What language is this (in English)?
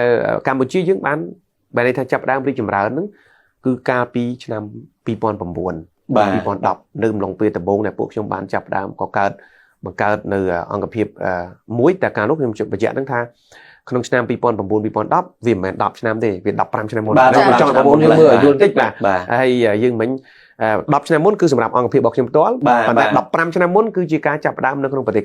Khmer